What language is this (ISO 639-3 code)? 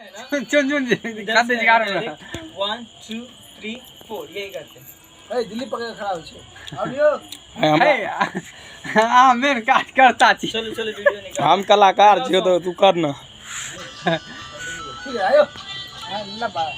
mai